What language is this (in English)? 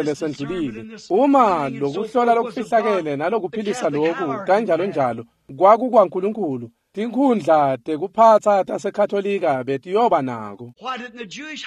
Swati